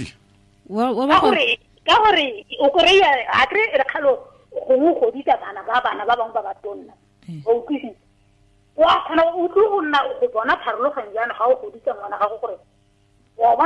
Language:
Tswana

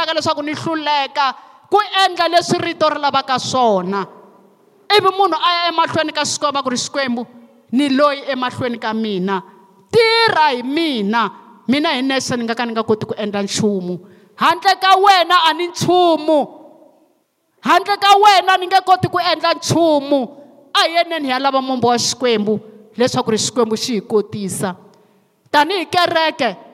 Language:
Tsonga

